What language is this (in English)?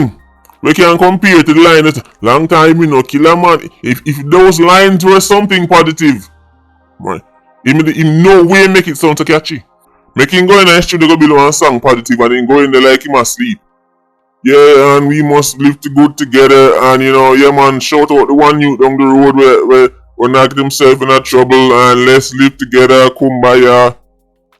Jamaican Creole English